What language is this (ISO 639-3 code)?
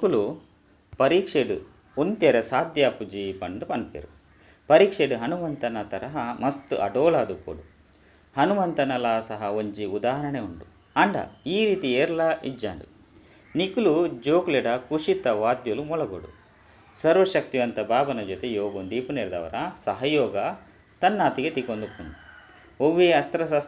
tcy